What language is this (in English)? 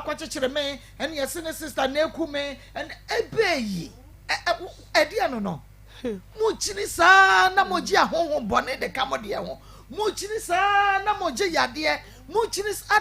Akan